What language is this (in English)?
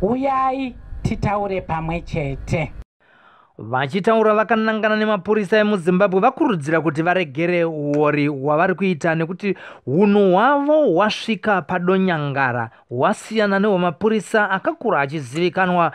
Shona